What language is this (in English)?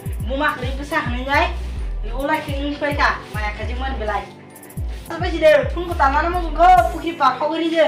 Kok Borok